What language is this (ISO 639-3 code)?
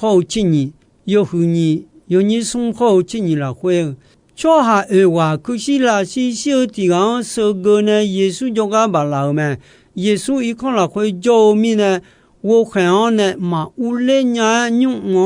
ahk